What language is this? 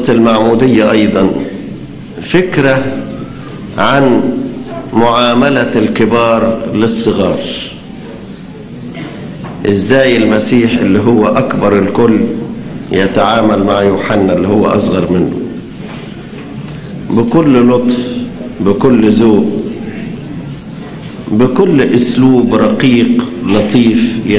Egyptian Arabic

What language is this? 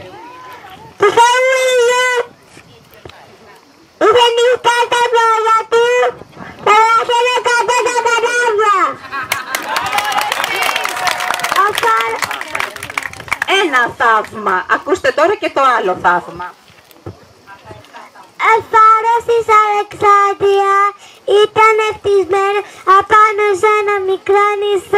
Greek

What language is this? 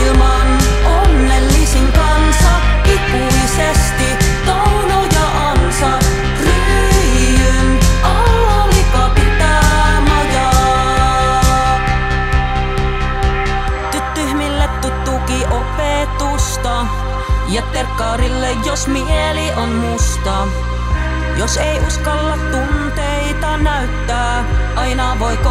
Finnish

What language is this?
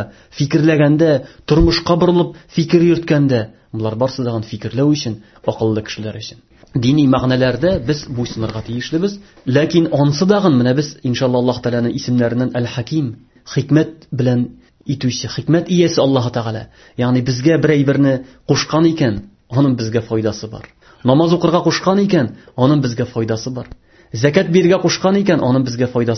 Tatar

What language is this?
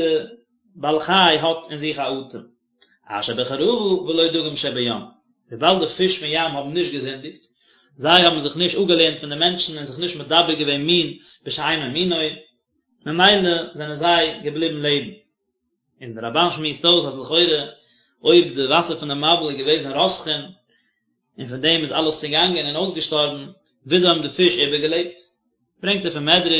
Yiddish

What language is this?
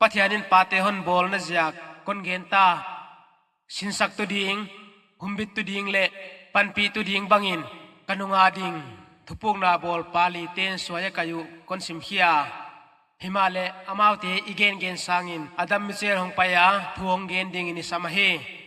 Paite Chin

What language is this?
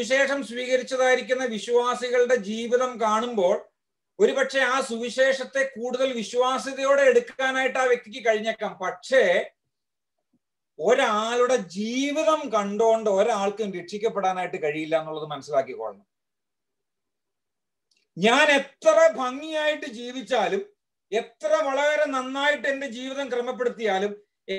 Malayalam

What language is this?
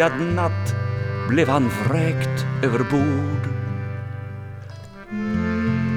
Swedish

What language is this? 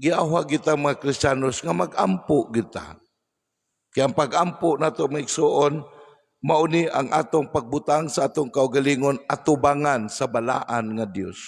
Cebuano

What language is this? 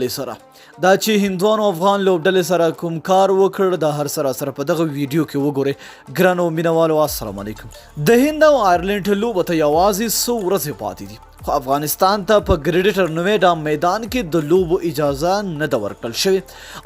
Pashto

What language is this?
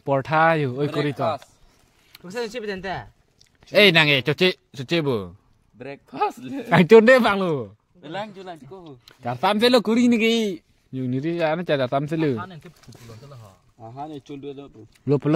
Karbi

